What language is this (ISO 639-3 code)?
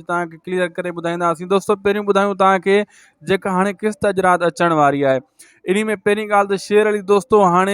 snd